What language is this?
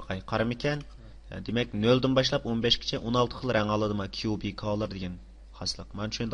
Uyghur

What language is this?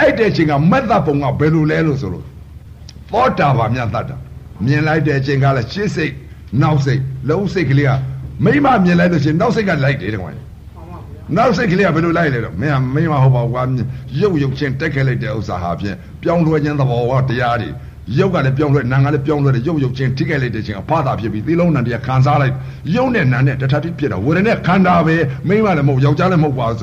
Burmese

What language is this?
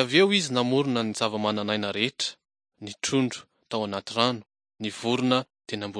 Malagasy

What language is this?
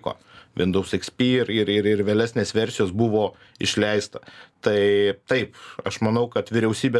Lithuanian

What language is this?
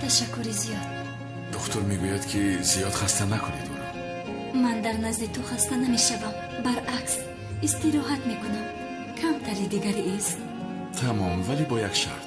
Tajik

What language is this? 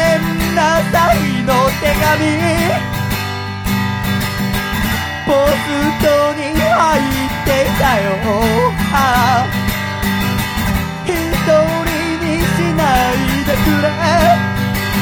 Japanese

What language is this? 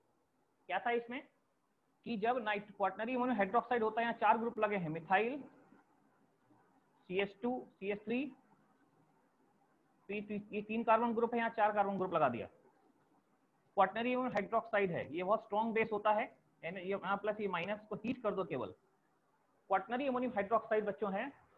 Hindi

